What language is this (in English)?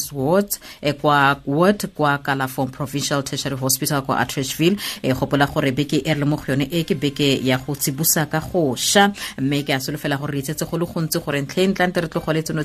Tswana